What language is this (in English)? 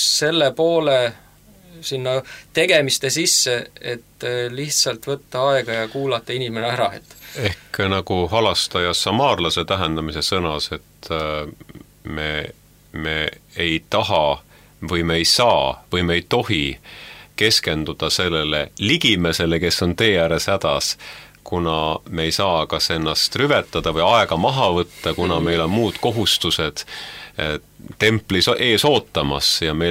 Estonian